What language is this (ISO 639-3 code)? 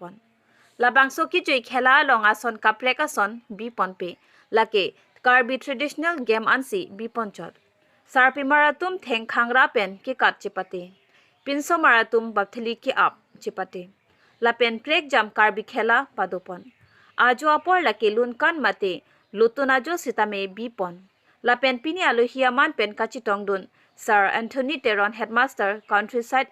mjw